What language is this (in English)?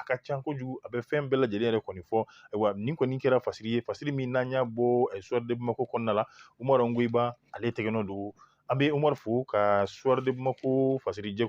Bambara